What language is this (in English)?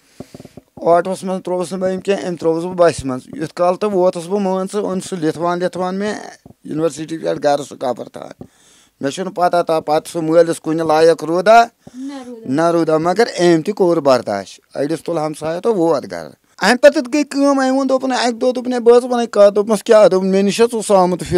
Kashmiri